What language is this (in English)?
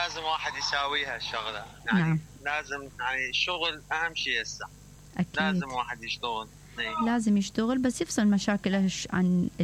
Mesopotamian Arabic